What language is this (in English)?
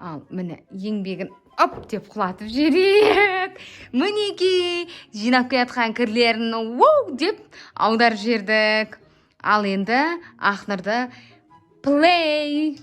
Kazakh